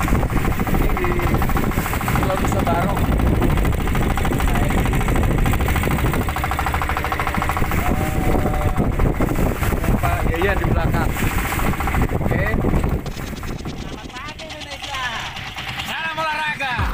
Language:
Indonesian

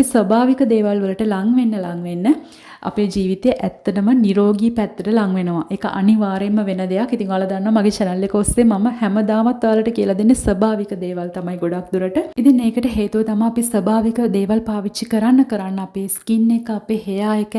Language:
Sinhala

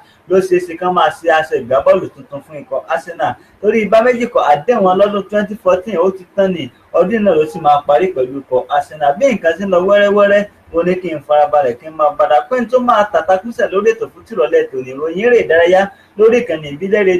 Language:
Yoruba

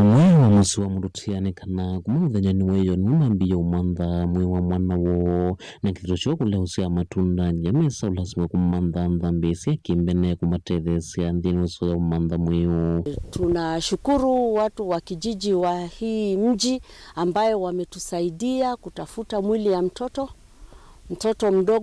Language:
Kamba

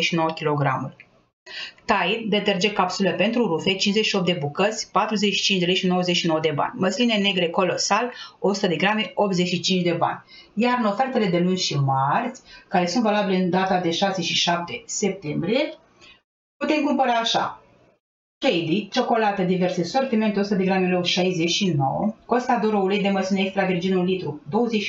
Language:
Romanian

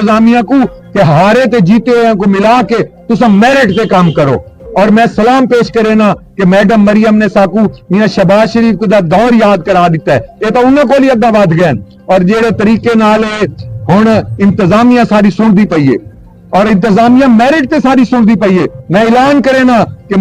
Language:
Saraiki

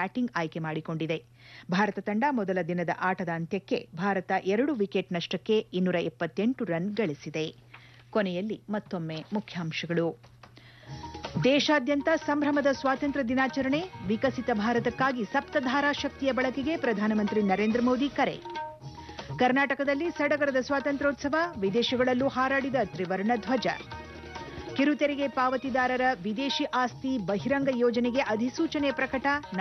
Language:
Kannada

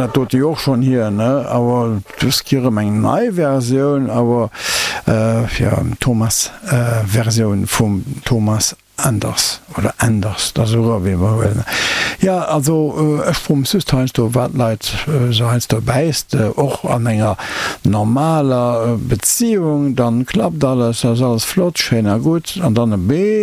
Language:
Luxembourgish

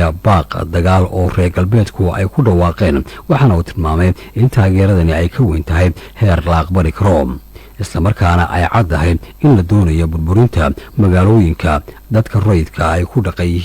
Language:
Somali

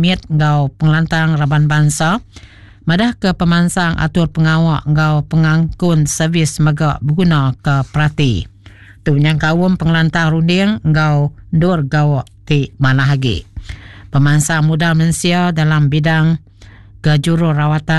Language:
Iban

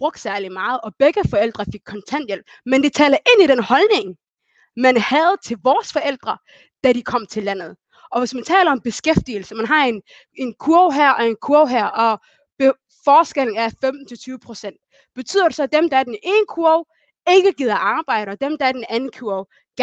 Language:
Danish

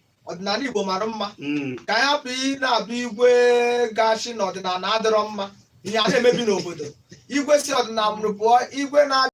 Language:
Igbo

